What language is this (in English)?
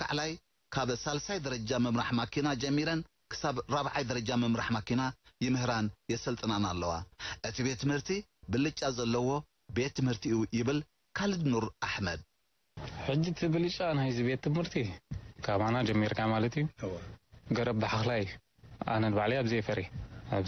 Tigrinya